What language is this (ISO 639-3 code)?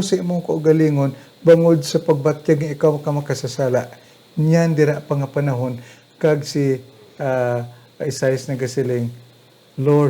hil